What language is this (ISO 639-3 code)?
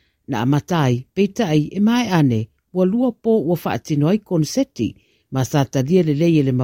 smo